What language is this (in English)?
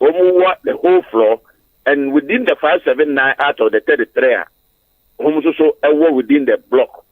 Akan